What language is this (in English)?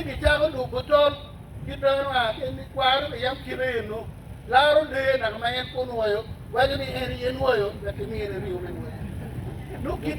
Acoli